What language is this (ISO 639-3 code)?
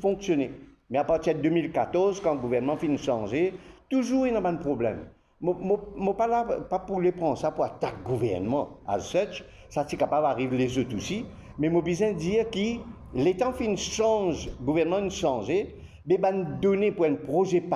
mfe